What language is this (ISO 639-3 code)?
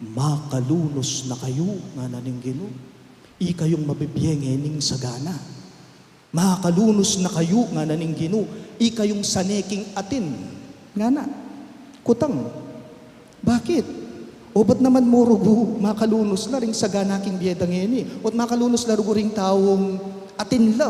pam